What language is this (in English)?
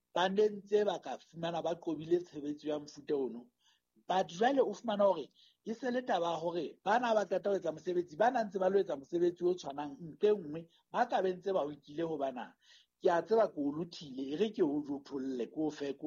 Southern Sotho